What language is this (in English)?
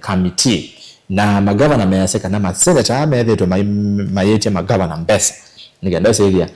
Kamba